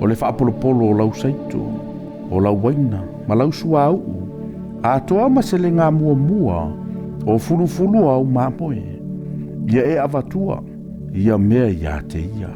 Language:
Samoan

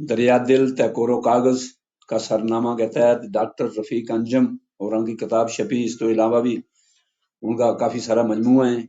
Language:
Gujari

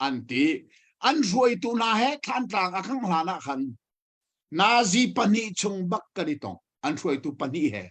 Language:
Hakha Chin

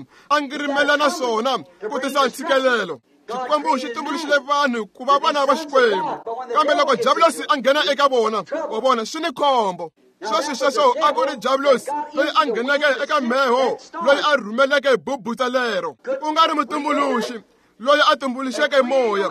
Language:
Tsonga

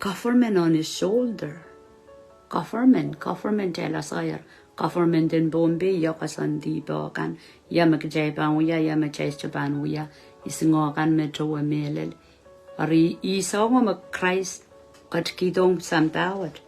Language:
Pohnpeian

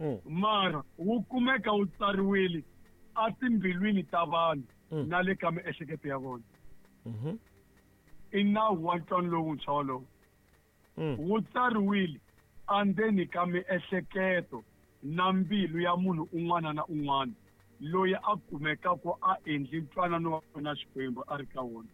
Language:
Tsonga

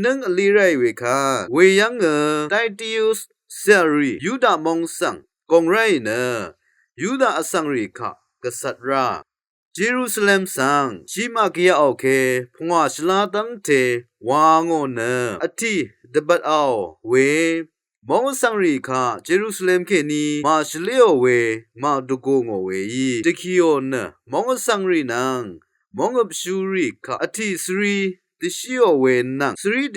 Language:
Rawang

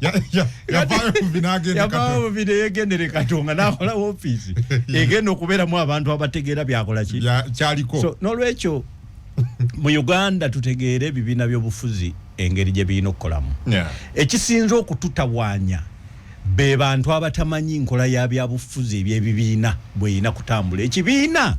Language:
Ganda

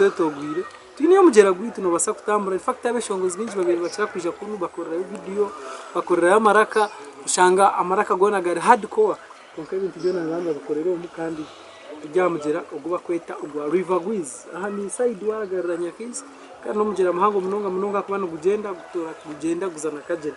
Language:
Nyankole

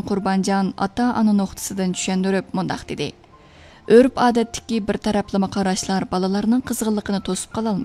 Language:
Uyghur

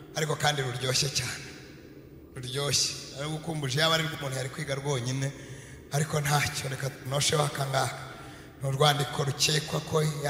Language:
Kinyarwanda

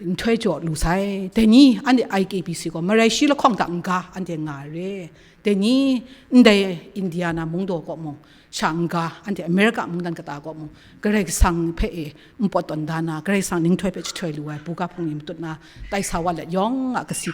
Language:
Kachin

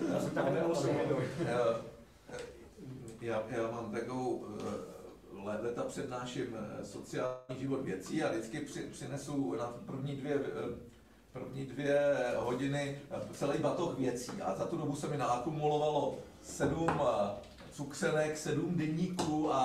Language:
Czech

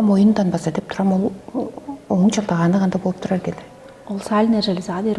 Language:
Tuvinian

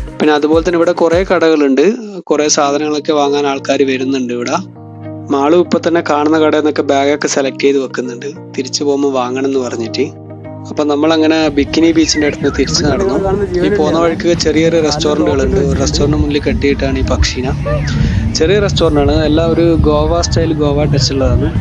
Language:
Malayalam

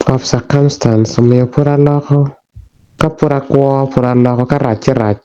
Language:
Acoli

